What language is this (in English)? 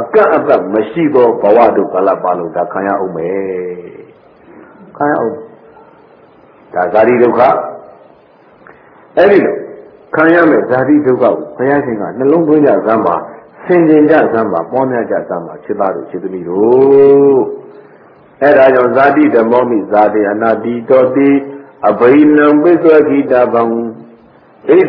Burmese